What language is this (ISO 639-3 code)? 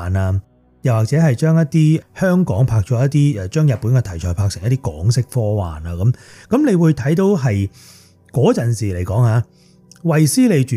yue